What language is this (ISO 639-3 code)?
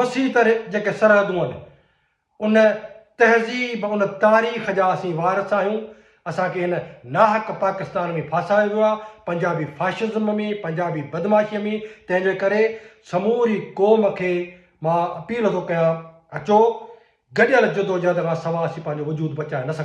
snd